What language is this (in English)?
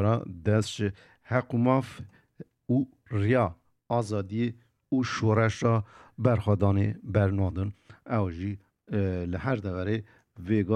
Kurdish